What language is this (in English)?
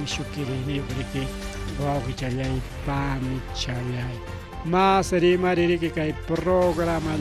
Ayacucho Quechua